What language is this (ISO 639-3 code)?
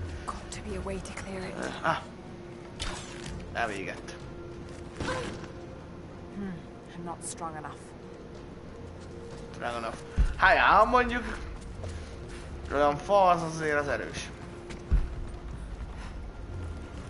hun